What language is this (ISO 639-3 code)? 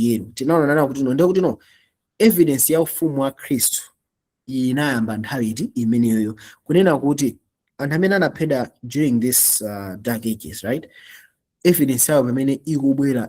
nya